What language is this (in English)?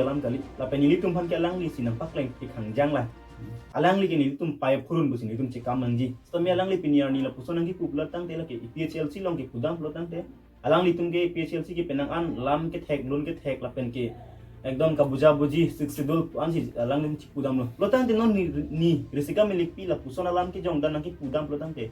Karbi